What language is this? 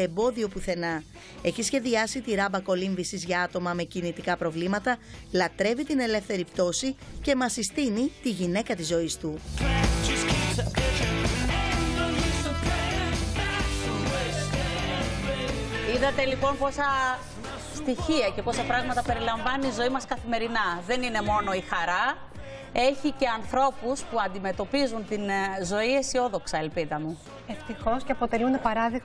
Greek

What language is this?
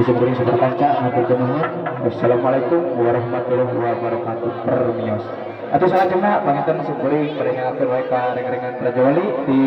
Sundanese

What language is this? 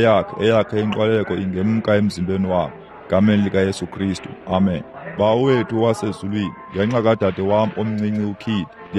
Xhosa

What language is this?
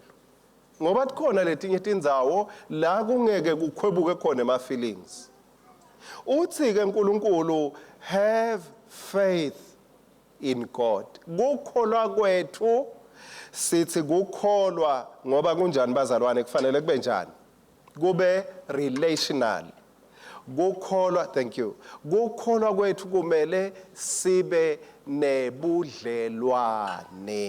Swati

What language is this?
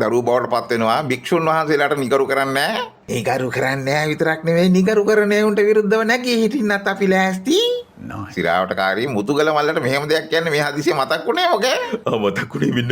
Sinhala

